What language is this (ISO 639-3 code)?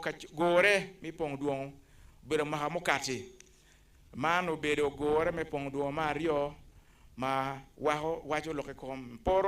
ach